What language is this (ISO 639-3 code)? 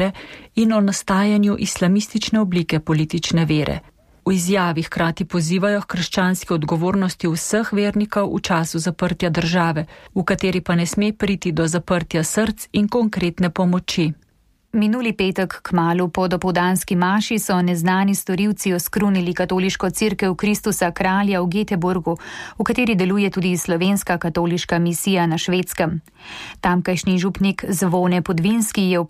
slv